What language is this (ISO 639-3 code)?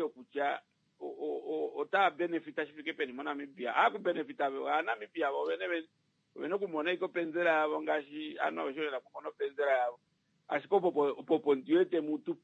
kua